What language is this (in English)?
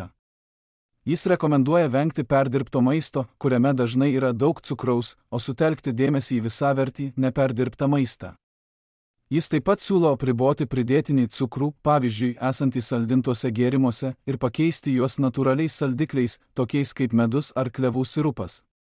Lithuanian